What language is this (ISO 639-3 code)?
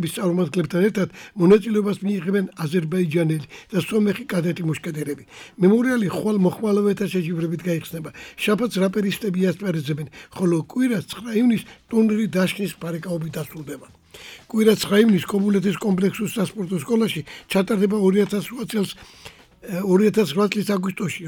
kat